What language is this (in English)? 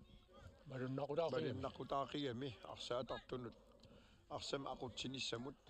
Kalaallisut